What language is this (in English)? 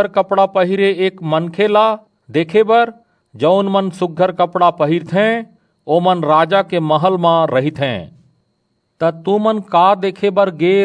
Chhattisgarhi